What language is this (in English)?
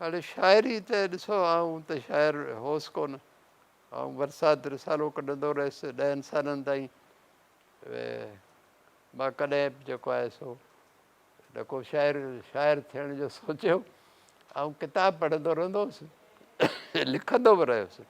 Sindhi